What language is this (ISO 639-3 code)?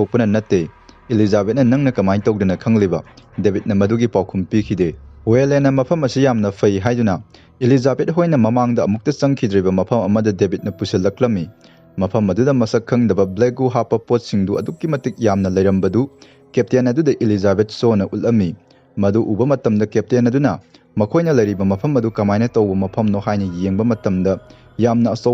mni